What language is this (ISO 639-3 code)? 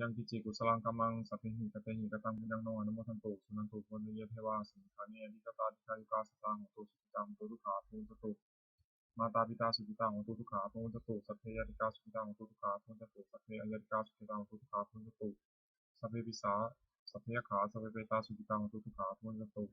pli